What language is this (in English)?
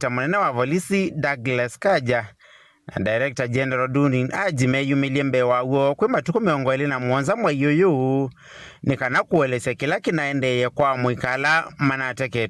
Kamba